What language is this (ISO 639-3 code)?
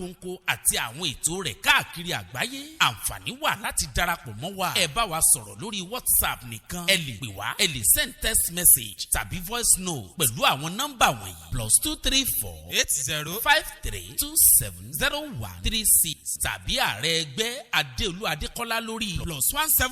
yor